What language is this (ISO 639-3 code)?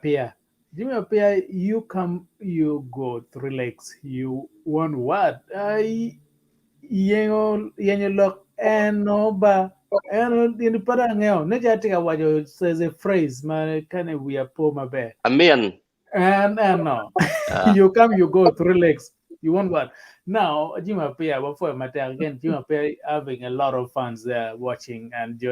ach